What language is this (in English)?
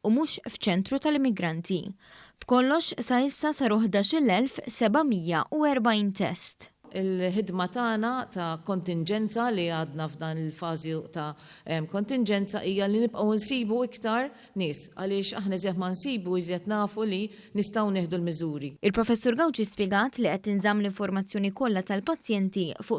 Maltese